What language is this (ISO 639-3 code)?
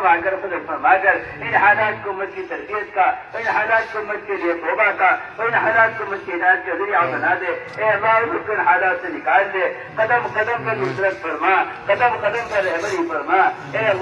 urd